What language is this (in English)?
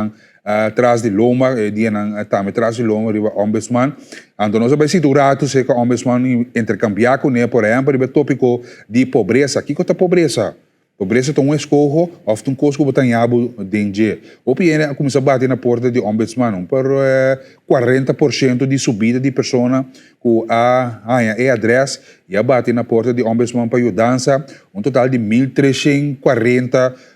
Papiamento